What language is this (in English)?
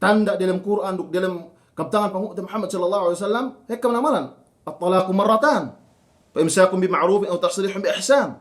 Yakan